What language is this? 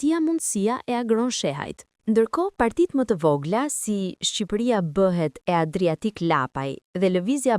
Albanian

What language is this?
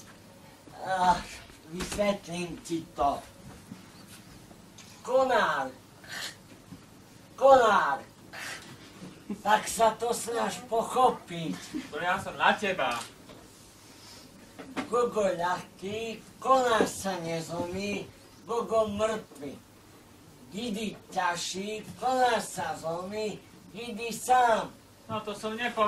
Slovak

